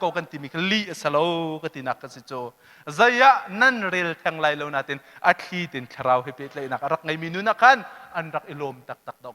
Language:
Hakha Chin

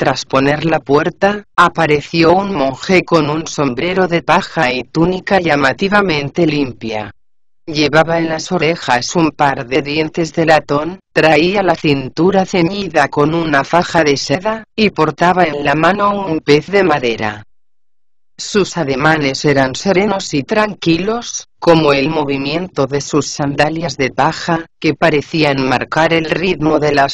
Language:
Spanish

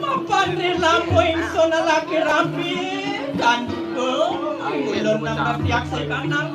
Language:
Balinese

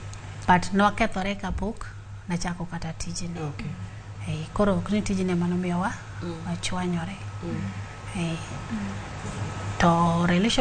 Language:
Luo (Kenya and Tanzania)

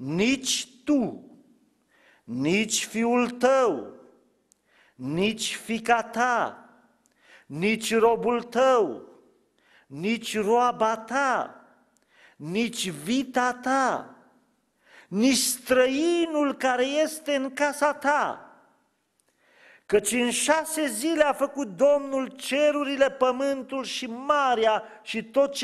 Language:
Romanian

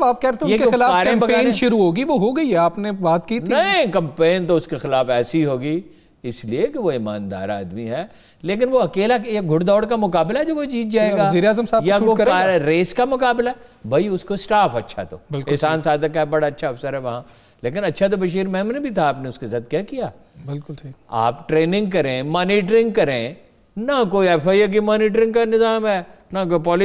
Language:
Urdu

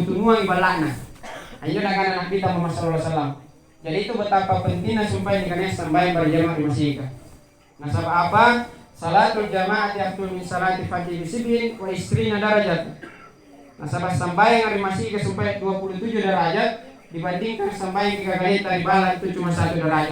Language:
Makasar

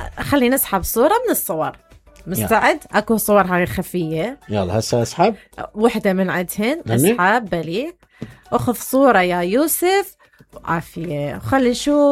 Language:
Mesopotamian Arabic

